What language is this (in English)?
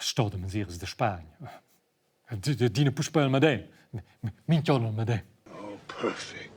Romansh